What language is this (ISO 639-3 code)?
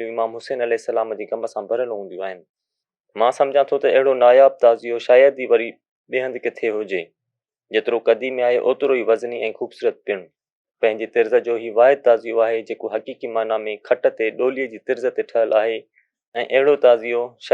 snd